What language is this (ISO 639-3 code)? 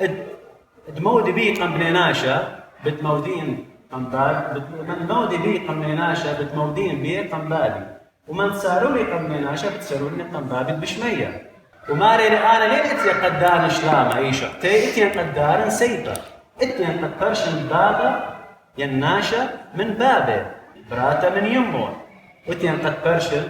aii